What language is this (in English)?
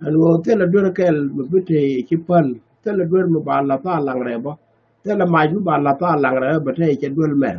Nuer